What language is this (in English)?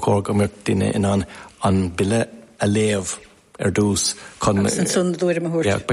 Irish